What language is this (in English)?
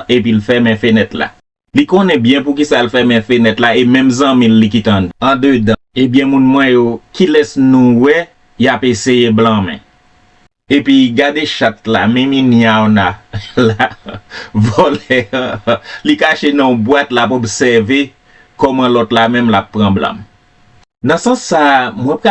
Haitian Creole